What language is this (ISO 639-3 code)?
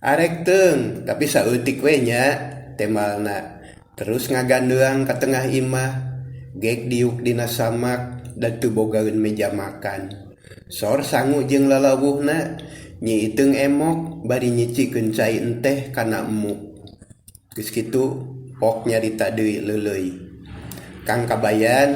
sun